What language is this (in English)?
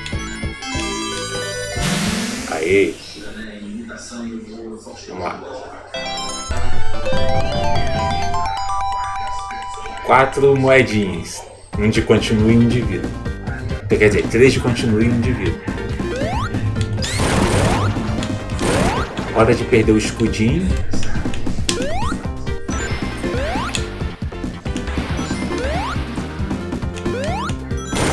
Portuguese